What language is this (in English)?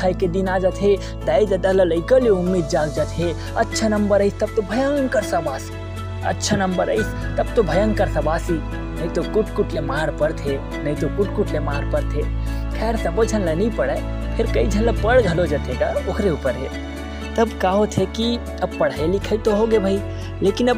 Chhattisgarhi